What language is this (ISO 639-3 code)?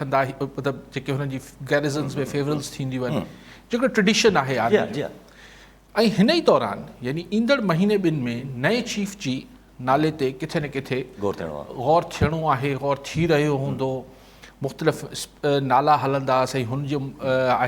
snd